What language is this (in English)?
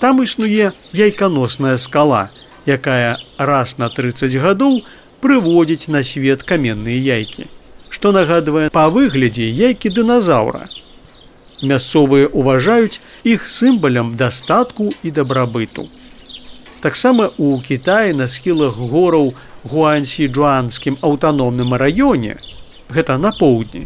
Belarusian